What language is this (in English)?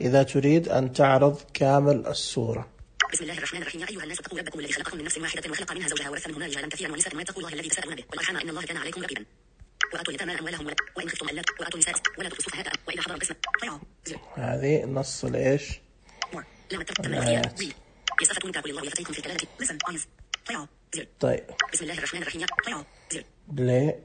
Najdi Arabic